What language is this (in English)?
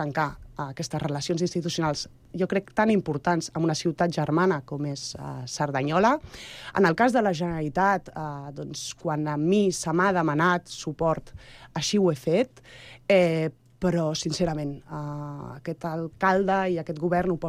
Catalan